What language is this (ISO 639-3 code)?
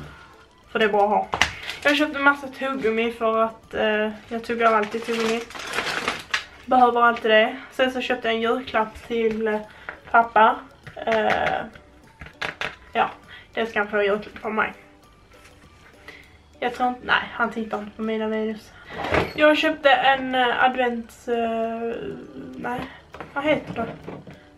swe